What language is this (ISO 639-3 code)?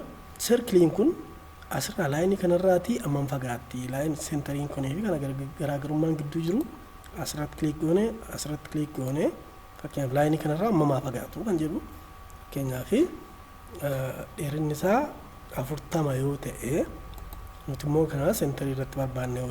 orm